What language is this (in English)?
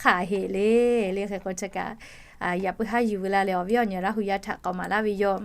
Lahu